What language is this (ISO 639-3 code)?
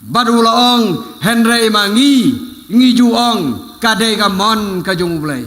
kha